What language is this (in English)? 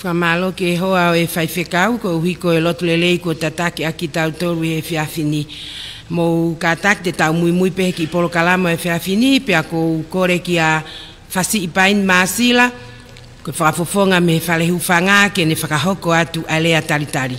Tongan